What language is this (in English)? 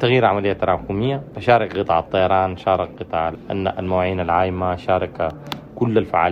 Sudanese Arabic